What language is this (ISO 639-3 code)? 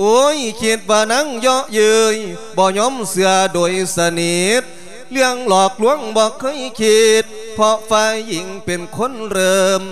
lao